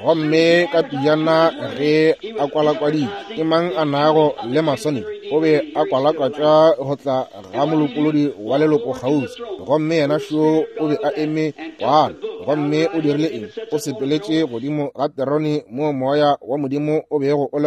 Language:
Northern Sotho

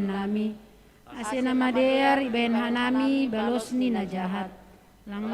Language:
Batak Simalungun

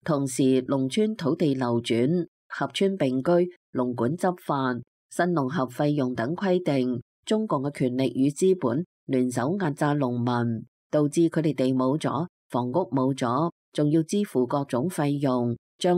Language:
Cantonese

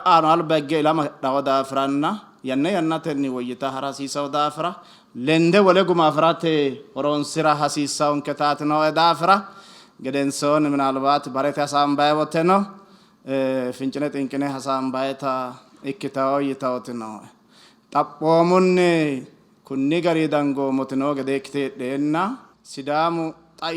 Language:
Sidamo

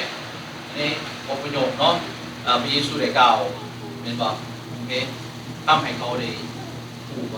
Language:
Lao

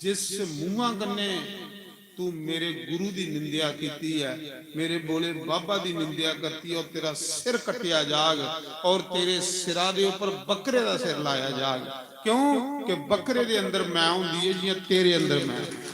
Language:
Dogri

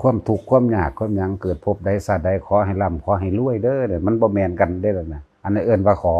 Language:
Lao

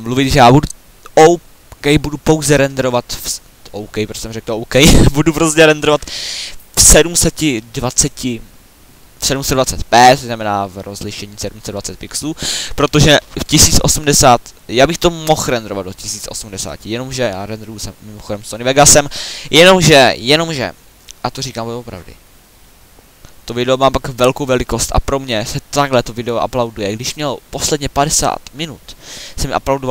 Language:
Czech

